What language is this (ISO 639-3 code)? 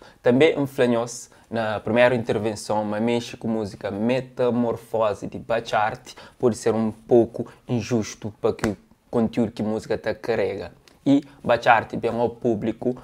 kea